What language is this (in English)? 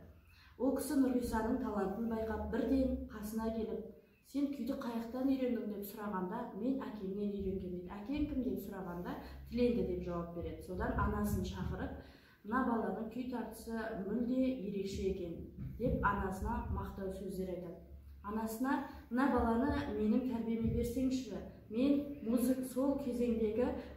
Kazakh